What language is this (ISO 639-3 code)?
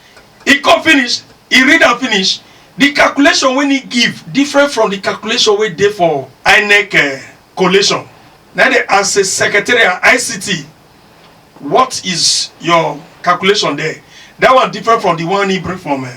pcm